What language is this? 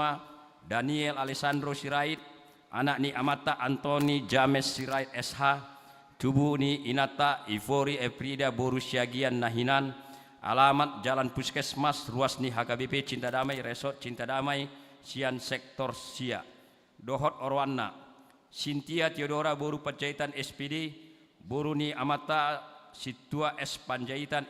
Batak Toba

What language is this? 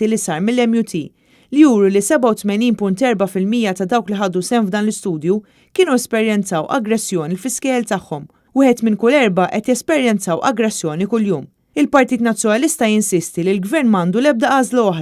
Maltese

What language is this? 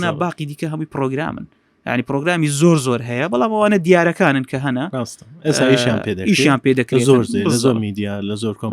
Central Kurdish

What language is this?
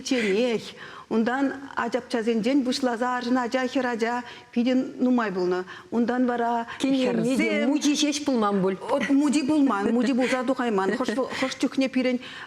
Chuvash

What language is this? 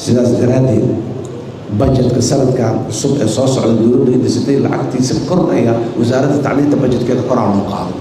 Somali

